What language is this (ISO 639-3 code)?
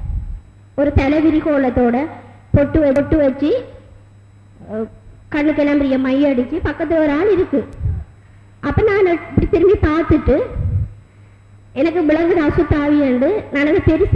tam